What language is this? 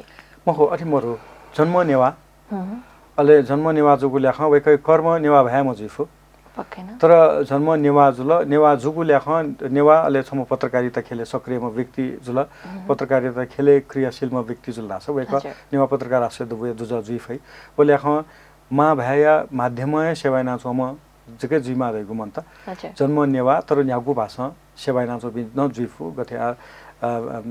Newari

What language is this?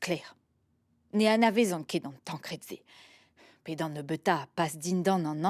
Breton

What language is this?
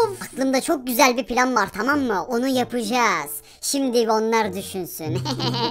Turkish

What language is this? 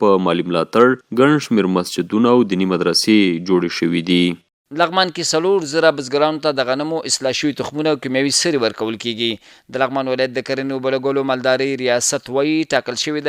Pashto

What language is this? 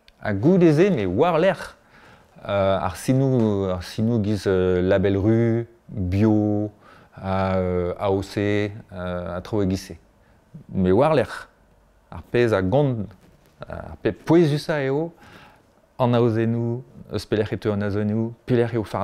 Breton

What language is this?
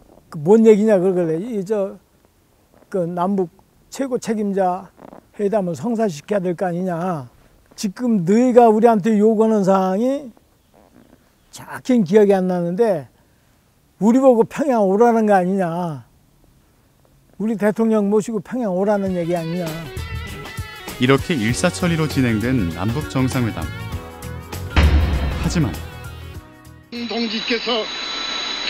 Korean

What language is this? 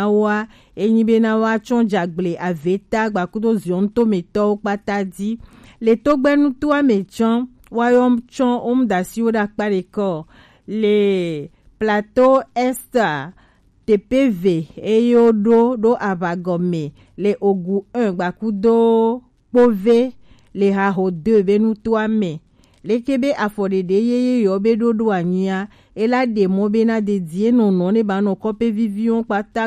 Gen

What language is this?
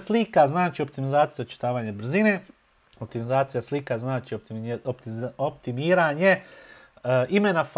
Bosnian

